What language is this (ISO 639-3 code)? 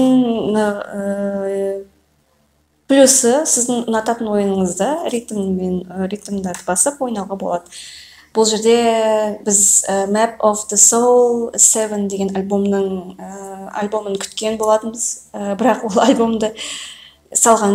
kaz